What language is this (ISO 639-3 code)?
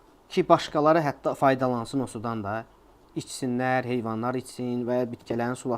aze